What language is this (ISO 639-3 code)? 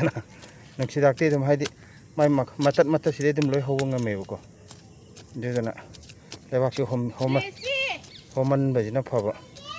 mni